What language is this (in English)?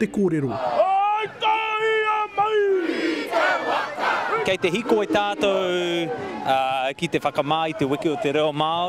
Māori